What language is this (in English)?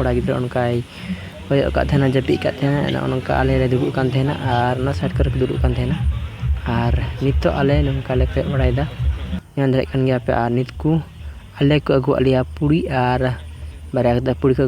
Santali